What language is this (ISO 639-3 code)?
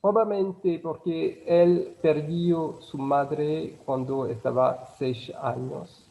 lad